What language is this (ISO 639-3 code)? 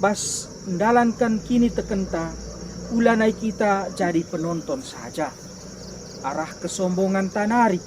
btx